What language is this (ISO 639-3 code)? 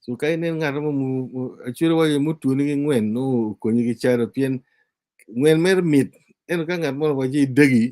ach